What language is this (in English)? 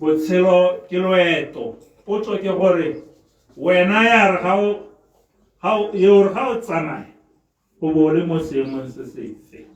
Tswana